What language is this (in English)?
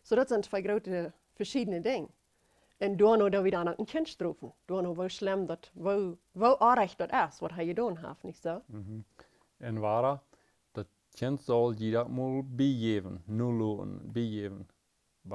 Plautdietsch